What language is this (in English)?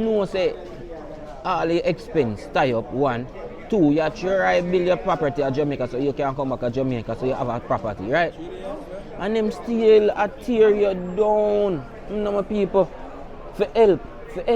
Jamaican Creole English